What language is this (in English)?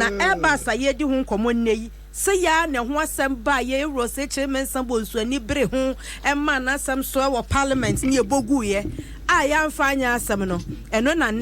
Akan